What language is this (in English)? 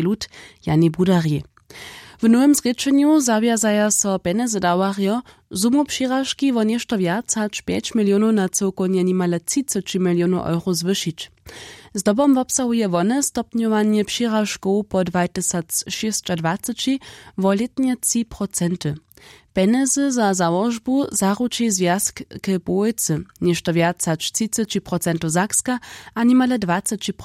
Upper Sorbian